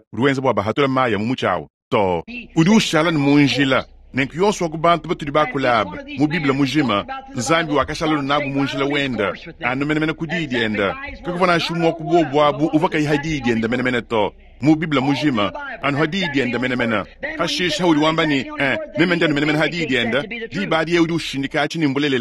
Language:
Luba-Lulua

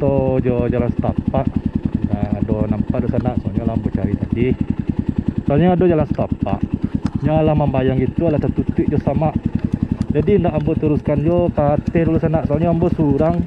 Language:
Minangkabau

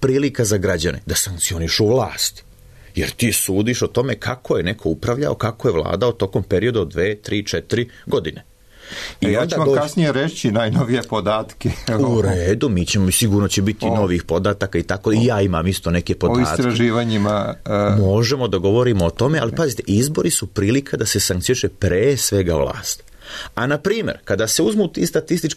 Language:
Serbian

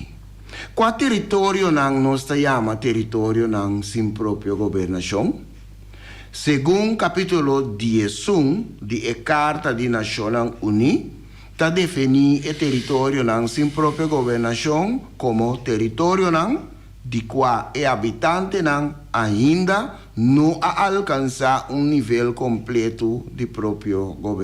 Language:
Papiamento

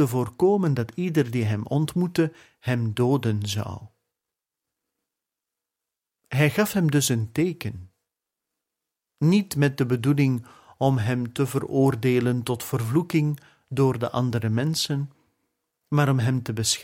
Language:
Dutch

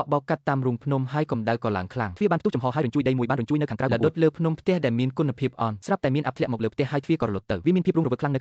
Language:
Khmer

